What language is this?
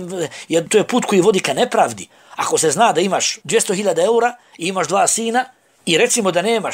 Bosnian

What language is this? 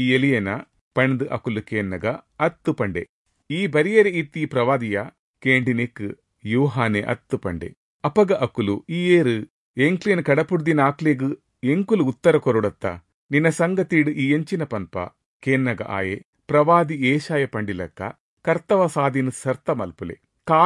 Tulu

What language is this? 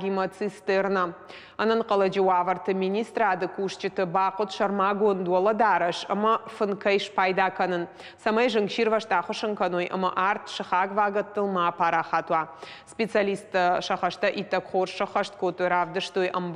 Ossetic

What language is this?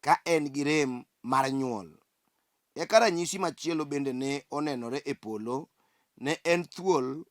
Luo (Kenya and Tanzania)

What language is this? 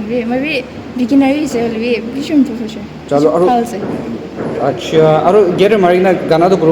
Naga Pidgin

